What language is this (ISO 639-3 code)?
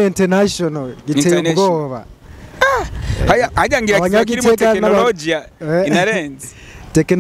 run